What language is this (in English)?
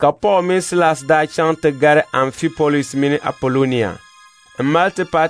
Dagbani